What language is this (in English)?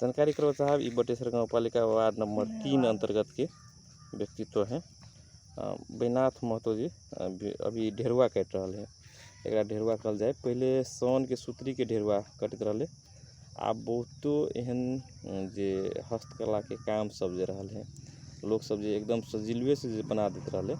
Magahi